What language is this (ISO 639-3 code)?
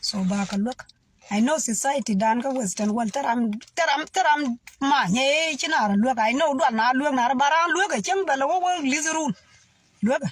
nus